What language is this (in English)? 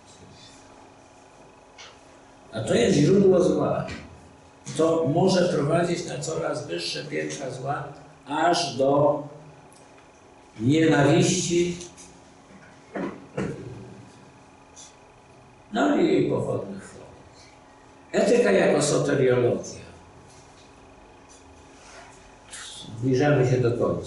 Polish